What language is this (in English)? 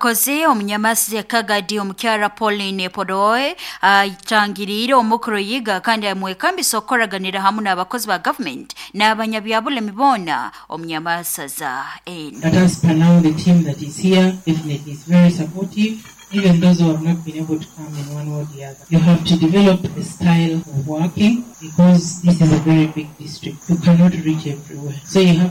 Nyoro